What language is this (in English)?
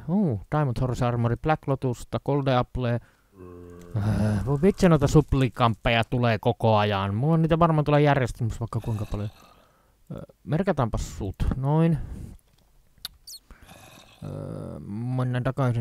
Finnish